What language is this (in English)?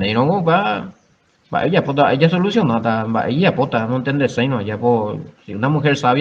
Guarani